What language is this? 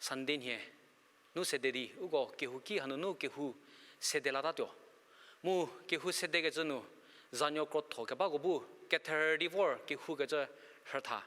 Angami Naga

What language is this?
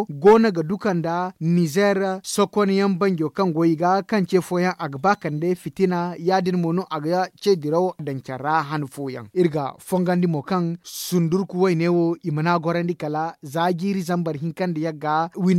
Zarma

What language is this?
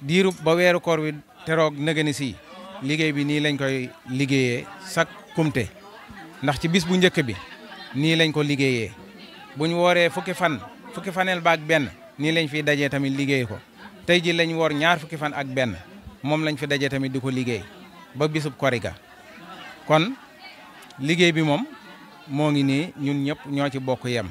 Wolof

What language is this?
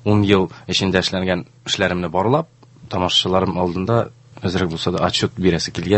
Tatar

